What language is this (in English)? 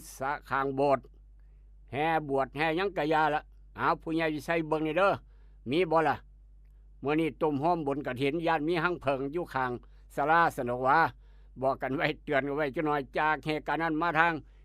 Northeastern Thai